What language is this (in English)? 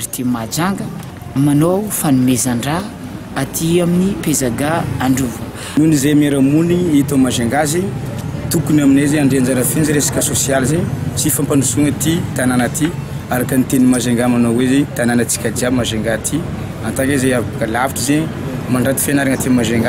Malagasy